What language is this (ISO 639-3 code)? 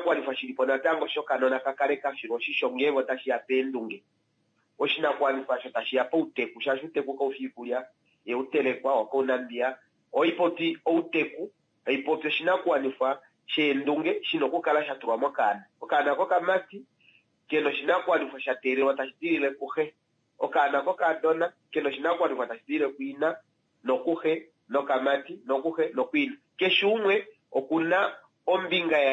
kua